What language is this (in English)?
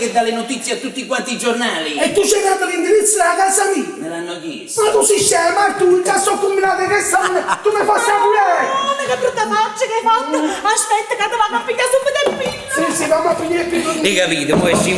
Neapolitan